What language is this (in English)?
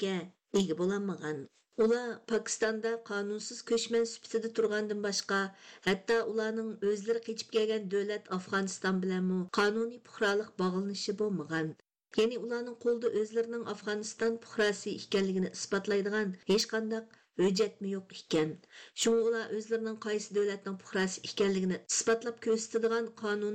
Uyghur